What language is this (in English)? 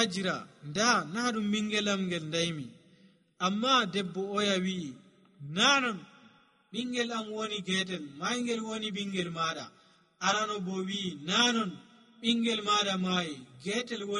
Nigerian Fulfulde